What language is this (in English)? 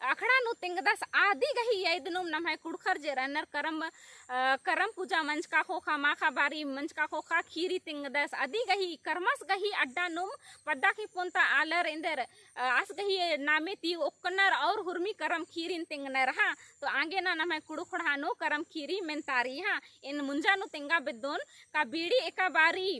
Kurukh